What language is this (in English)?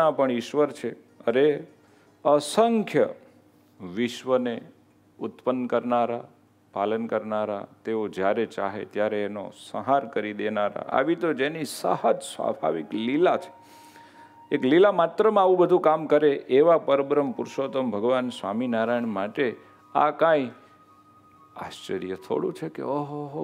Gujarati